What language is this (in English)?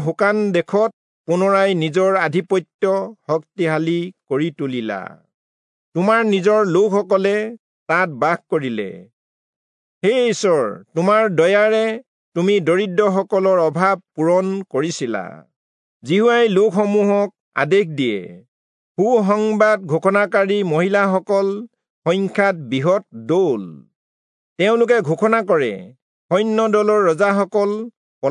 Assamese